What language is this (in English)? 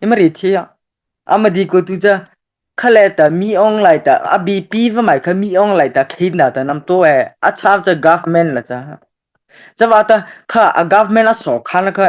Mara Chin